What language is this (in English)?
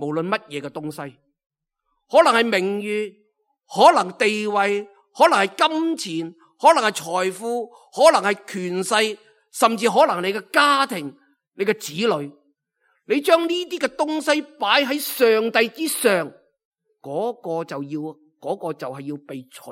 Cantonese